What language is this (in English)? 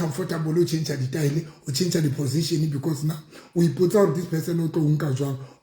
Southern Sotho